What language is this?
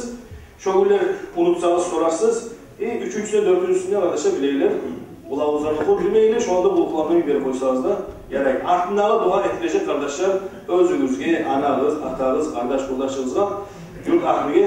Kumyk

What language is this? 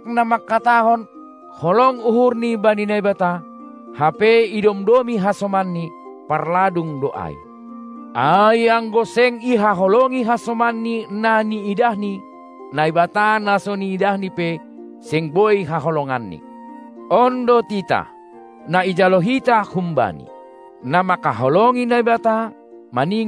Batak Simalungun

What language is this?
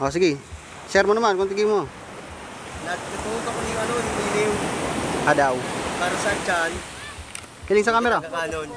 Bikol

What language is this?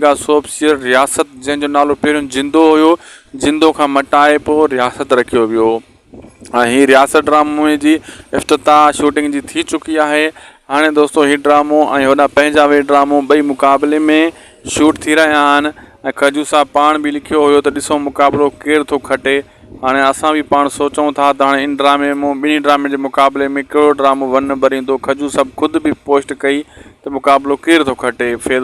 Sindhi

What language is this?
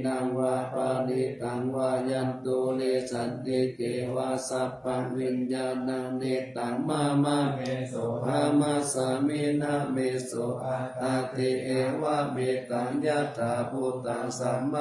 Pali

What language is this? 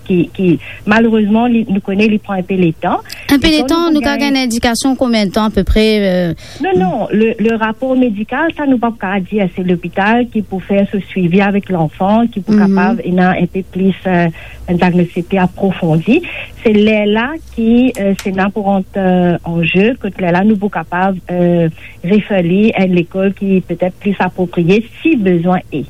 Morisyen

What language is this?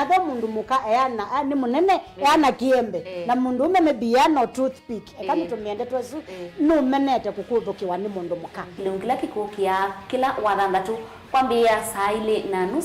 Kamba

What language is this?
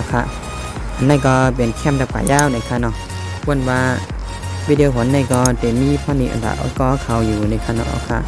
Shan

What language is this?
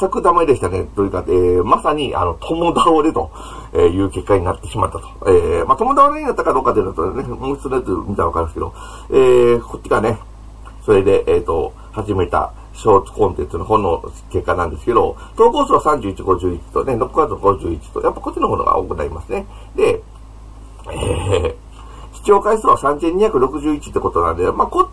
Japanese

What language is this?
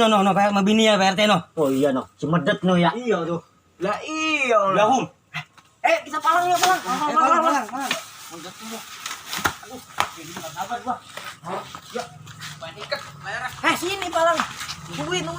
Betawi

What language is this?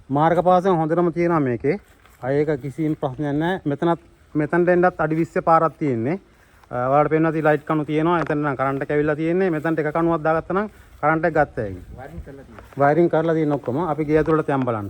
Sinhala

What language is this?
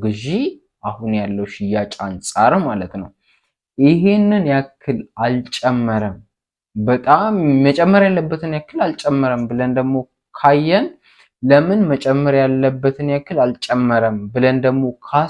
Amharic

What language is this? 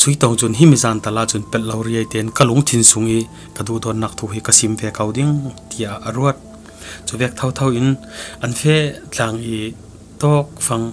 Falam Chin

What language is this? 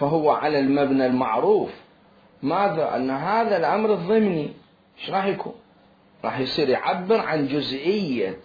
Mesopotamian Arabic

